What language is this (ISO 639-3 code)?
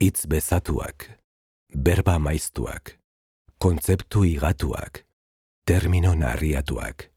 eus